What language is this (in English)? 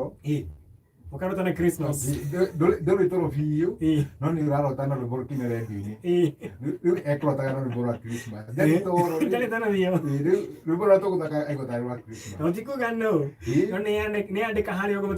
Kikuyu